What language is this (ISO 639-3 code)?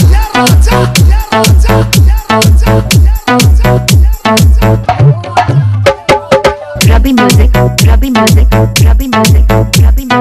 bho